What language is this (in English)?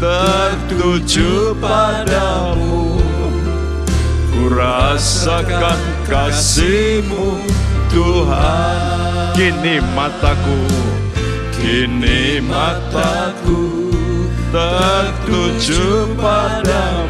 Indonesian